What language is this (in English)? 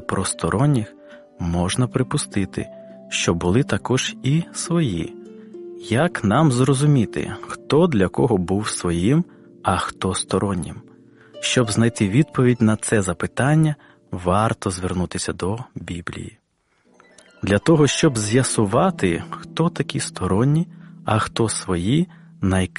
Ukrainian